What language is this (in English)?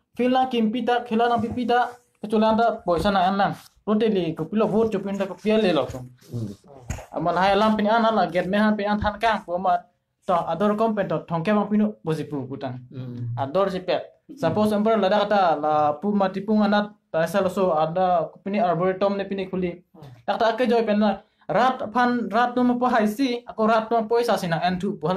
Karbi